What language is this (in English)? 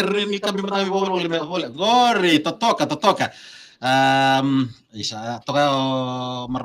Fijian